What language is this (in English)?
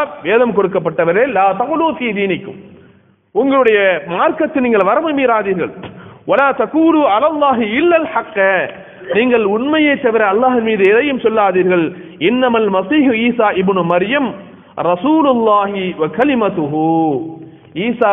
Tamil